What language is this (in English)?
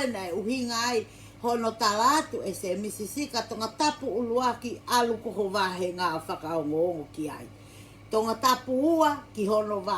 Tongan